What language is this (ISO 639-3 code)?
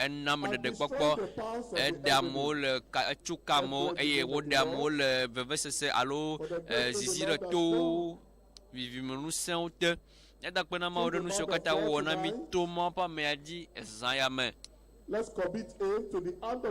ewe